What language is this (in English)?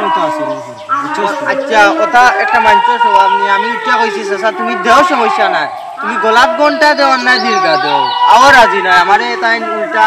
Sylheti